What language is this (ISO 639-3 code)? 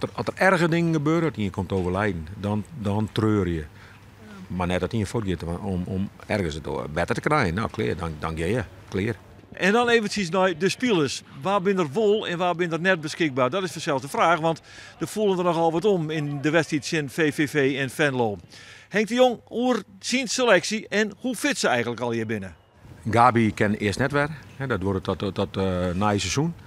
fry